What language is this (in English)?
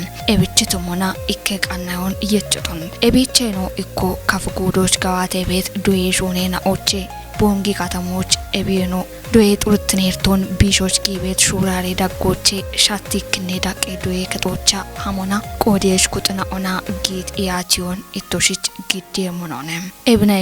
Kafa